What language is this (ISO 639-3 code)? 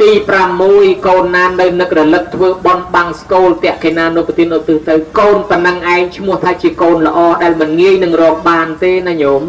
khm